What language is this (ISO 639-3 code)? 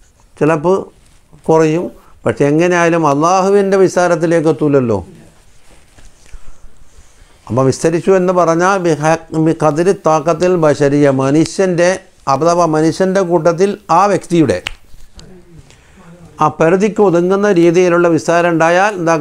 mal